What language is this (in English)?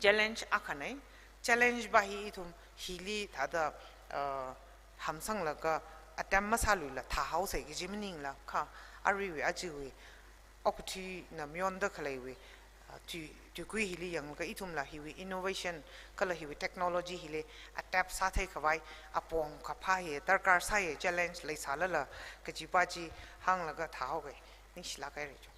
Tangkhul Naga (India)